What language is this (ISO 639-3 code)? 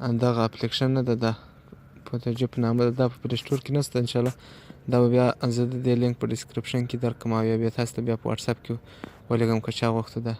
pus